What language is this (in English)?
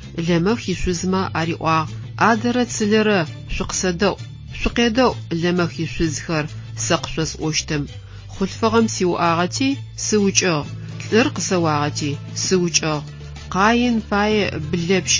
Adyghe